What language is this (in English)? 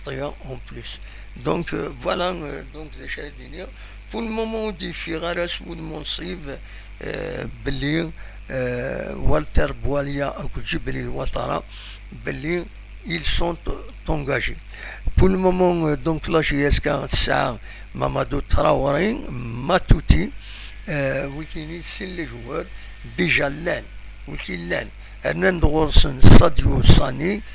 Kabyle